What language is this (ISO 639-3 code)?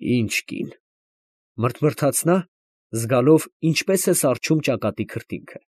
hye